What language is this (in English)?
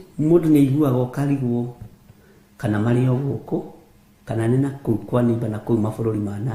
Kikuyu